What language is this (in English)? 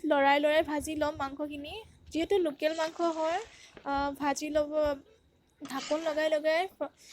Assamese